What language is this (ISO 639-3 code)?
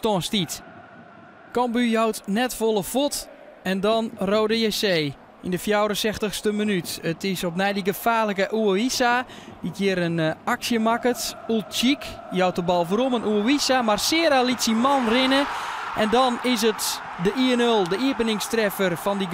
fry